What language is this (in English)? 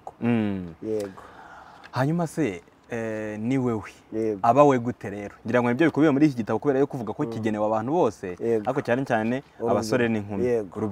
Kinyarwanda